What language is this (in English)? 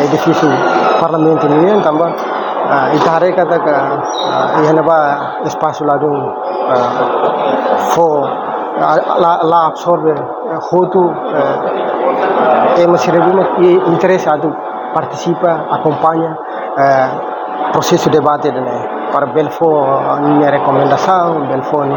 Tetum